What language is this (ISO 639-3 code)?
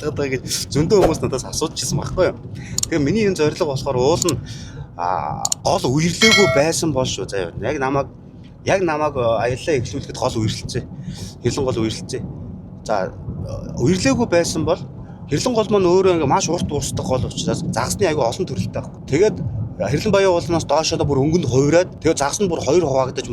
mon